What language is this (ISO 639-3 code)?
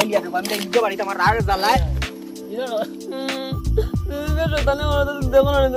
syl